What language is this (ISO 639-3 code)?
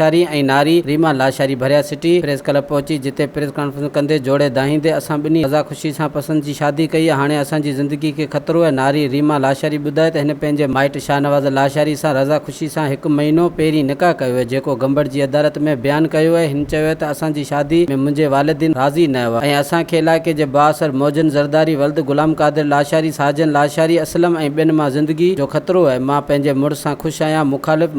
snd